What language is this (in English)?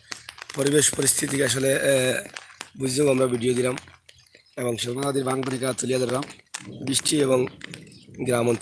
Sylheti